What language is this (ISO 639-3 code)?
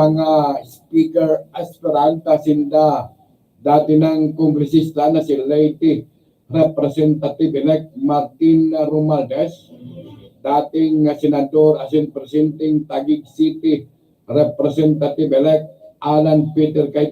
bik